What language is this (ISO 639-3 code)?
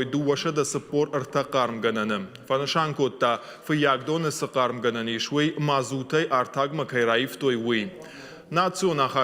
oss